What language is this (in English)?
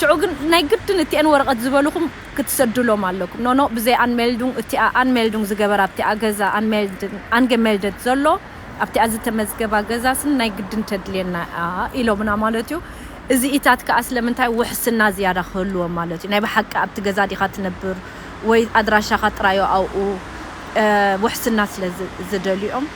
Tigrinya